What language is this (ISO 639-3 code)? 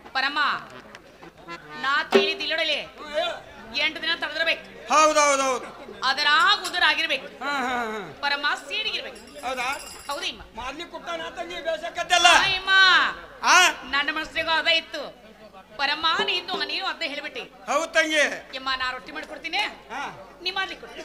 kan